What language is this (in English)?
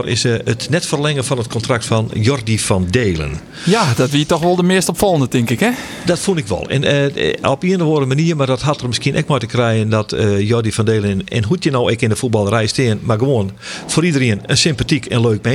Western Frisian